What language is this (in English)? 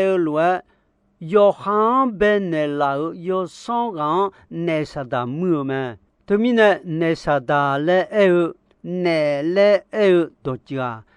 Akha